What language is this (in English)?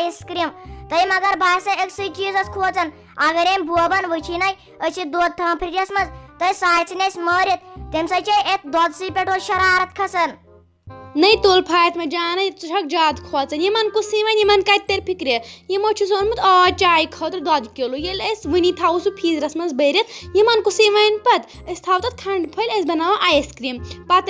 Kashmiri